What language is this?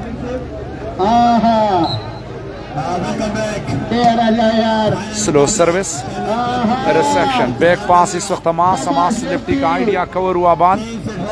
Hindi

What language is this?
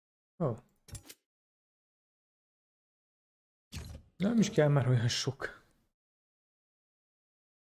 Hungarian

